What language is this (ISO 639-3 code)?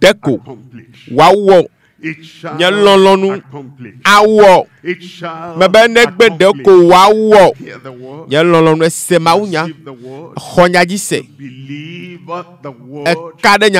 ewe